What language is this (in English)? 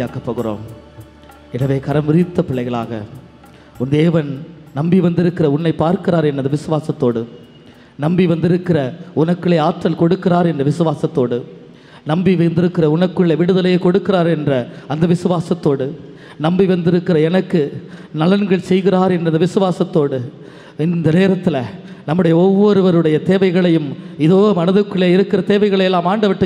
Tamil